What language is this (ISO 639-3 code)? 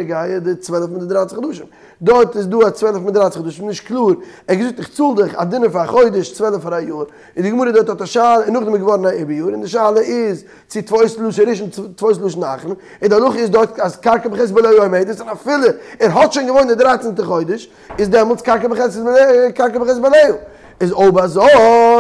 yid